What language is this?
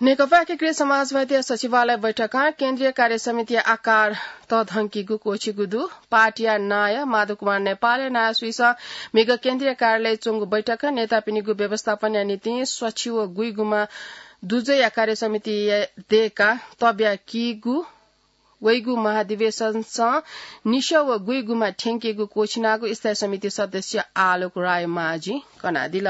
Newari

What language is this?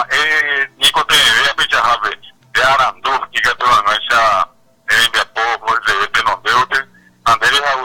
Guarani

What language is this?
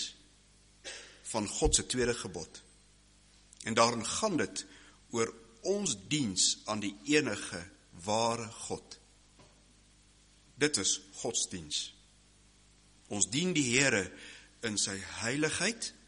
Afrikaans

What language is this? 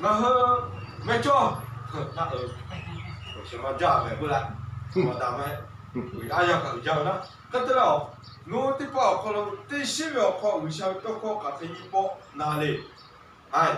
Lahu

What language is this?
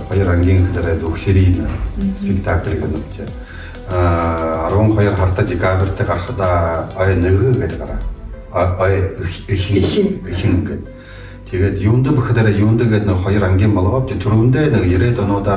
Buriat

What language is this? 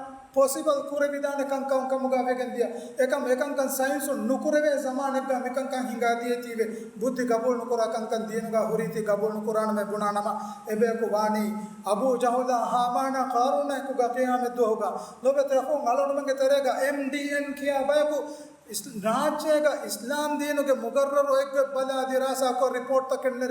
Divehi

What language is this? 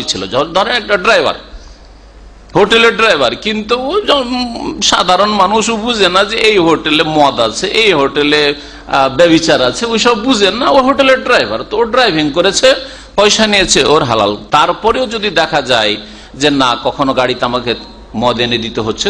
Bangla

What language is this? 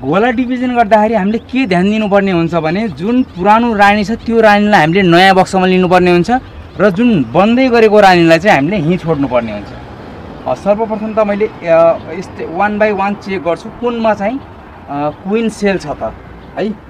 Nepali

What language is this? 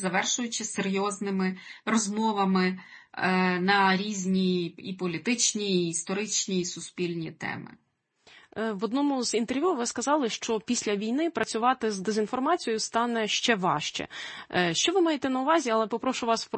Ukrainian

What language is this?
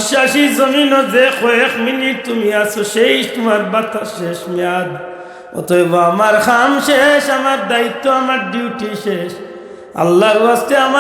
Sylheti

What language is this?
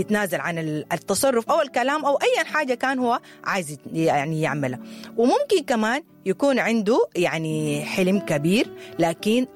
Sudanese Arabic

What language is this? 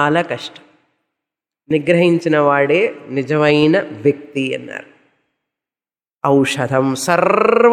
Telugu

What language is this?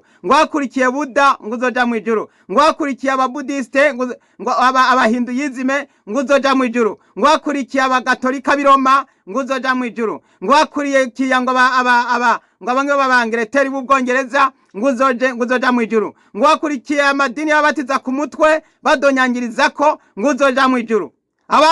Rundi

